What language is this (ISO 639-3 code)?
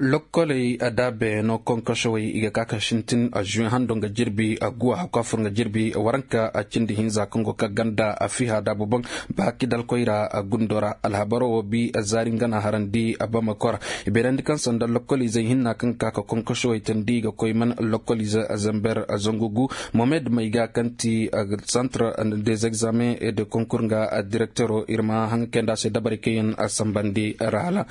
ses